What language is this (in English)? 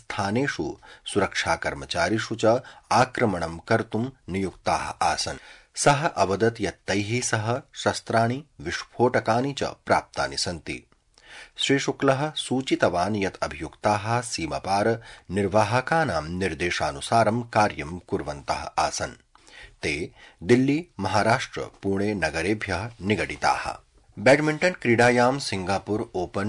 Sanskrit